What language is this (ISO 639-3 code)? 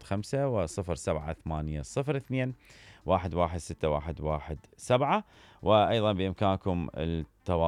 acm